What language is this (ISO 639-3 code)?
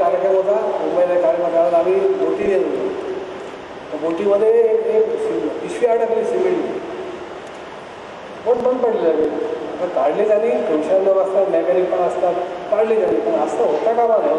mar